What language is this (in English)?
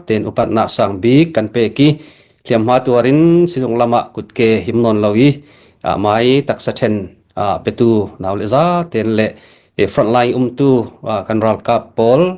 Hakha Chin